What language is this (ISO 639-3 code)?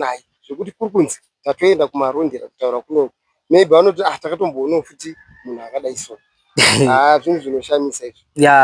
sna